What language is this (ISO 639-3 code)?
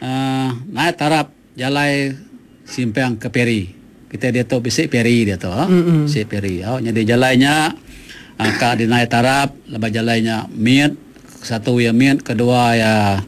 iba